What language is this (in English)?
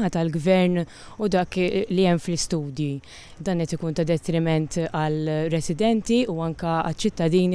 Maltese